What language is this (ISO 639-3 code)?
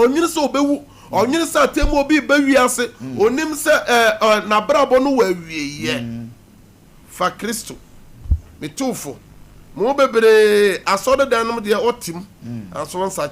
aka